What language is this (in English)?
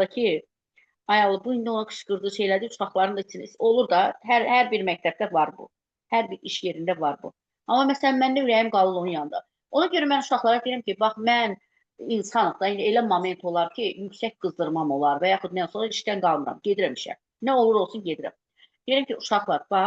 Azerbaijani